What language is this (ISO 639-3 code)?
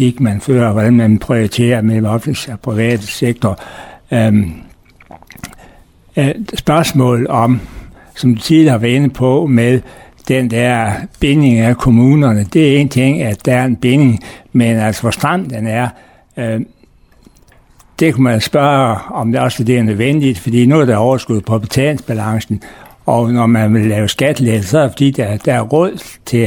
dan